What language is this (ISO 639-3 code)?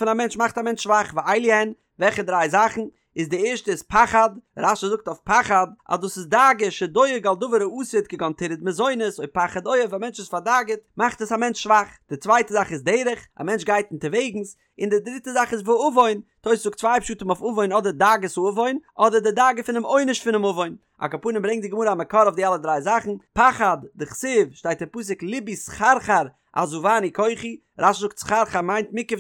yid